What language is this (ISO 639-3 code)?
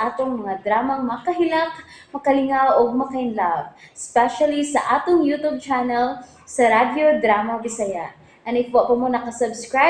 ceb